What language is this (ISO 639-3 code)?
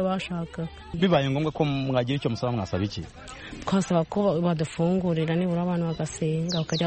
kin